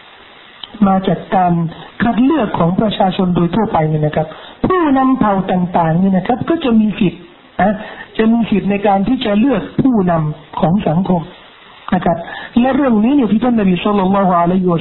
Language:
Thai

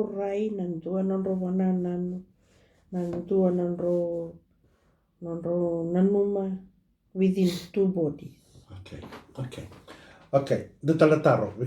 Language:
Fijian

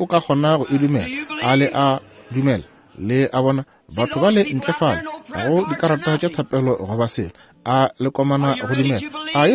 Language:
Northern Sotho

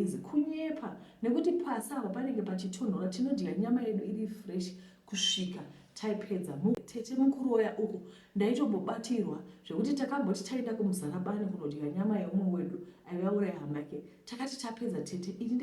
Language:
Shona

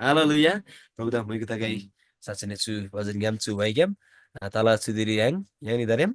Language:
Eastern Tamang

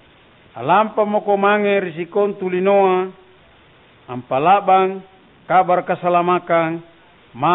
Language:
Makasar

